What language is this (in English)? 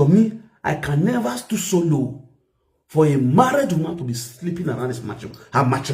Nigerian Pidgin